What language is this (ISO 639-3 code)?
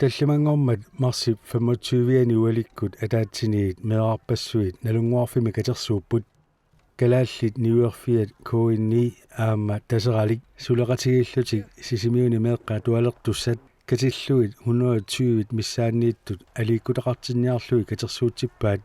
kal